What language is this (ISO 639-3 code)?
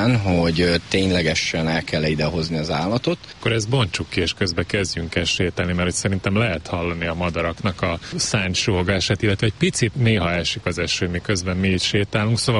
hun